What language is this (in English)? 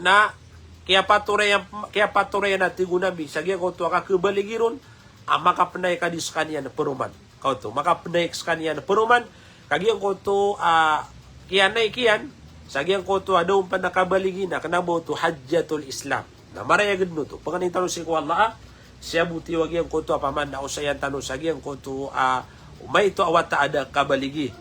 Maranao